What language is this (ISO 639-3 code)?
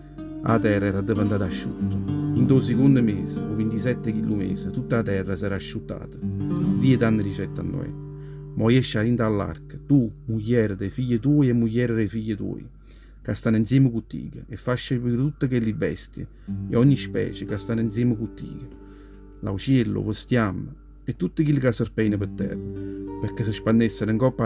nap